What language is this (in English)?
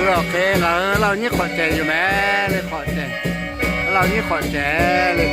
Lahu